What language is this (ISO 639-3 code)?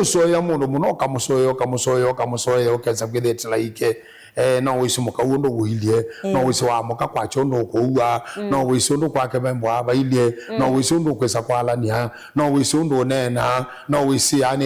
kam